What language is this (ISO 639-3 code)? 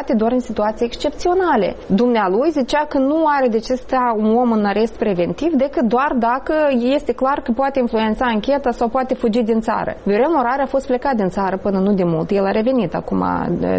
ron